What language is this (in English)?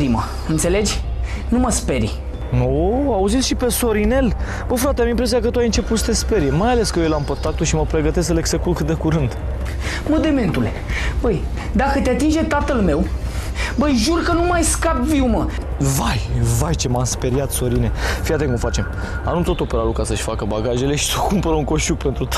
Romanian